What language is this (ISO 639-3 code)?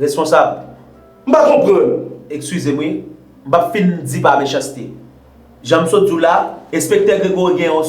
hat